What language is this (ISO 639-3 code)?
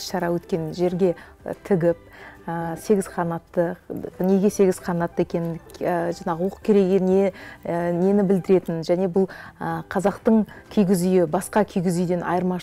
kaz